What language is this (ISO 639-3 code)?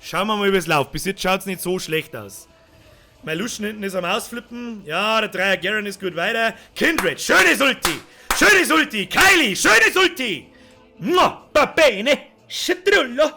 bar